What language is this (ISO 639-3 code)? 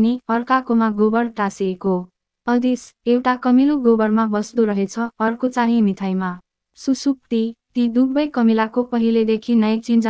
nep